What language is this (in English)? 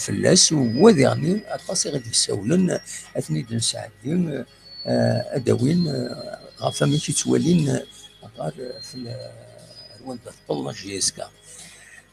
Kabyle